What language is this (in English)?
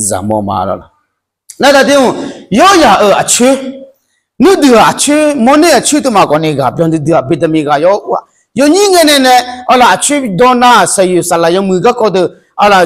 Akha